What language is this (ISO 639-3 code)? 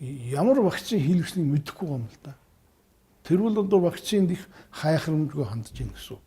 mon